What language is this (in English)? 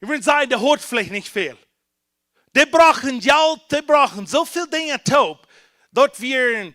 Plautdietsch